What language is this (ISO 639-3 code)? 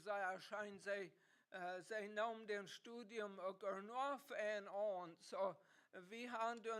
pdt